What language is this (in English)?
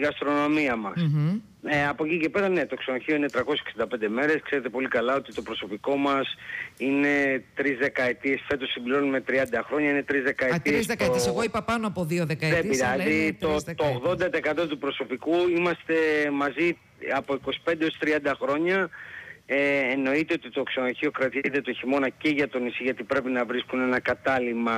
Greek